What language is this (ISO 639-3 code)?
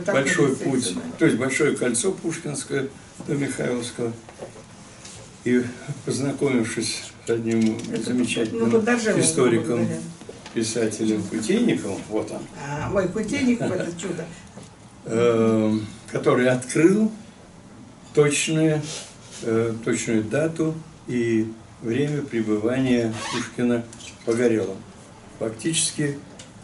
rus